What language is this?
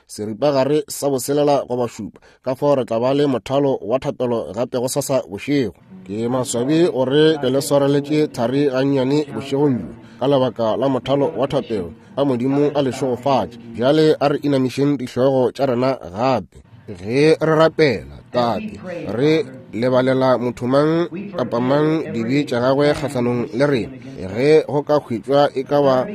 Northern Sotho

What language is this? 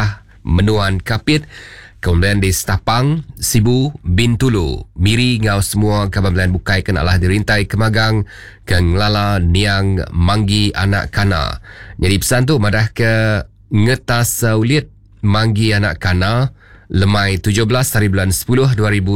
Iban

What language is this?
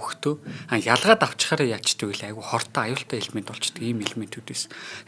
Mongolian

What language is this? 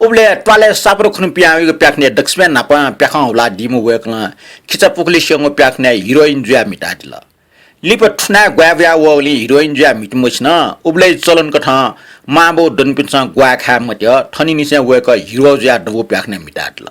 Newari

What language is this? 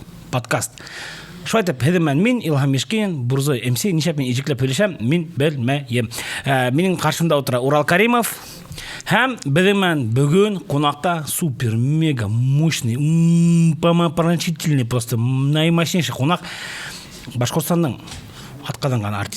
Bashkir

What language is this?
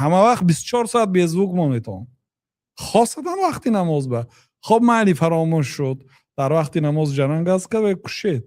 Tajik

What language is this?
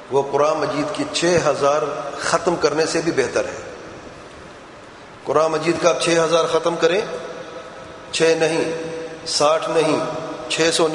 Urdu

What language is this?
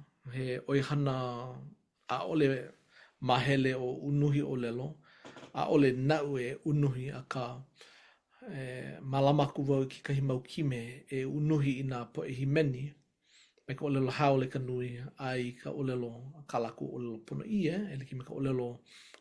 Hawaiian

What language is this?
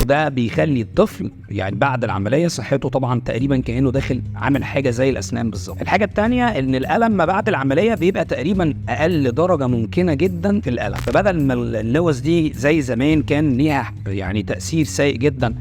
Egyptian Arabic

